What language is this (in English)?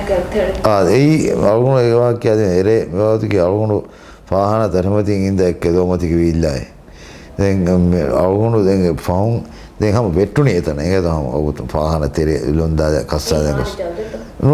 Divehi